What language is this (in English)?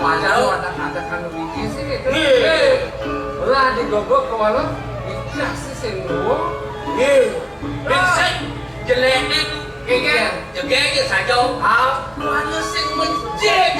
Balinese